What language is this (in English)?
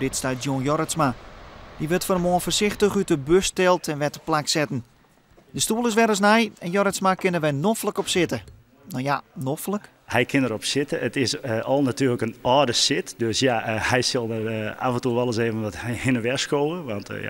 Western Frisian